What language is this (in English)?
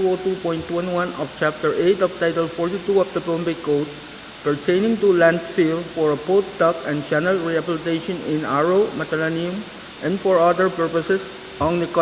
Pohnpeian